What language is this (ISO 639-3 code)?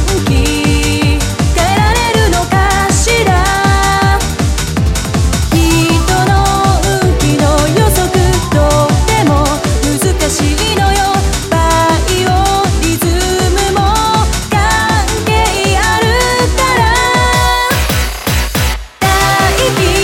jpn